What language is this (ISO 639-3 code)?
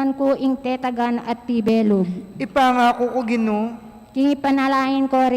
pam